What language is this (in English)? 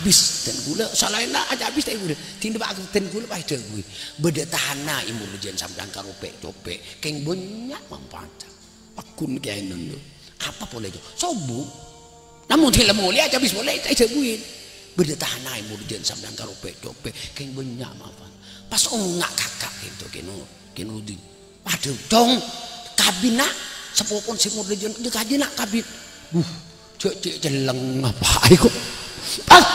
Madurese